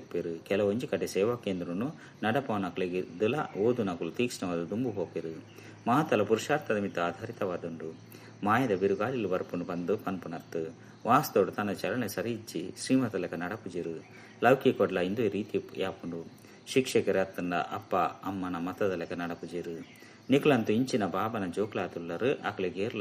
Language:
Tulu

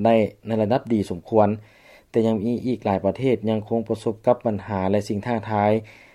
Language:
Lao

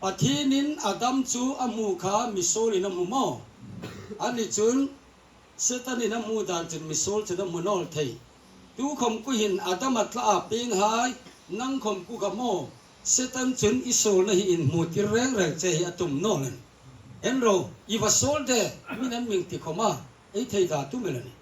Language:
Hmar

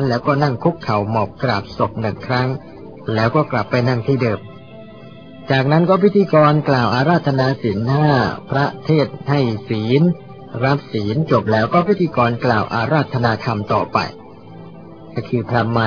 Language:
Thai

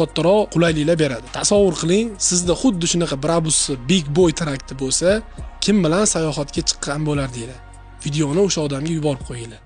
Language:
Uzbek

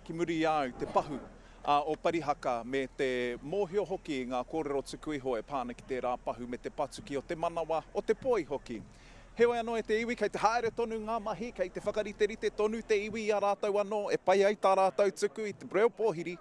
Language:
Māori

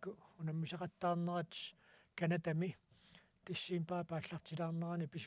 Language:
Kalaallisut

